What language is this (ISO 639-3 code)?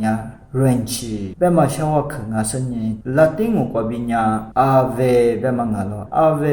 lis